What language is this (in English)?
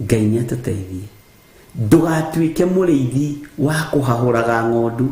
Kikuyu